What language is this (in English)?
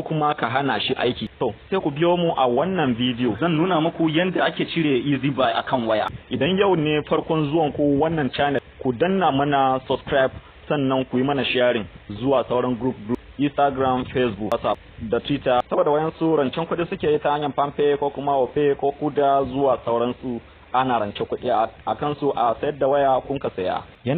Hausa